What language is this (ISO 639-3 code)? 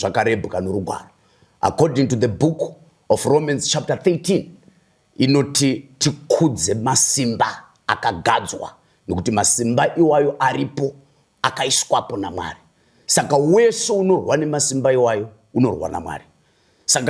sna